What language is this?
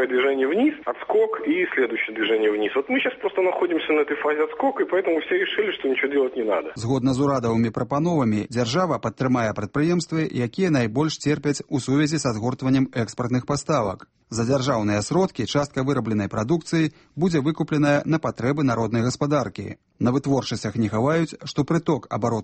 Belarusian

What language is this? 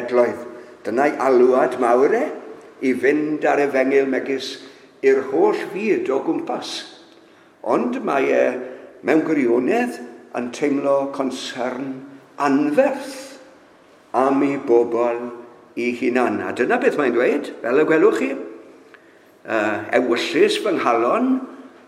Welsh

